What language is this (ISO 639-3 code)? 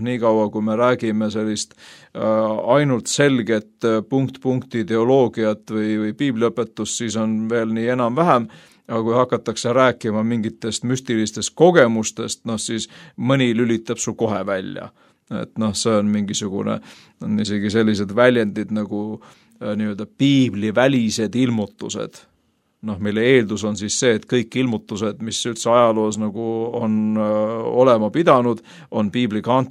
est